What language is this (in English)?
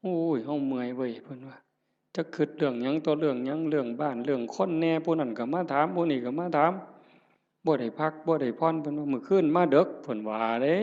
Northeastern Thai